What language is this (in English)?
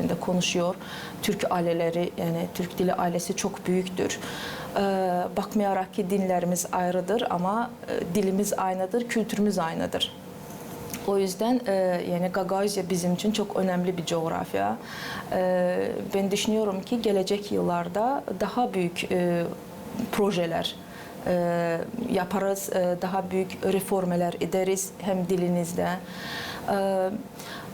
Gagauz